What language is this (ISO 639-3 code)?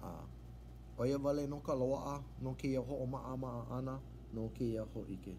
haw